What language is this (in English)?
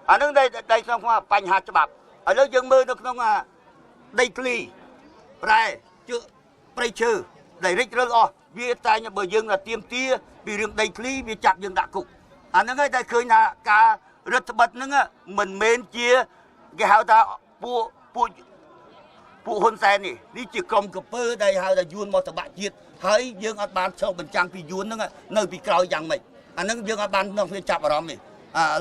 Khmer